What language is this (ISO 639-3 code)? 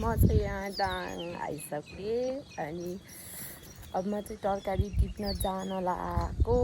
nep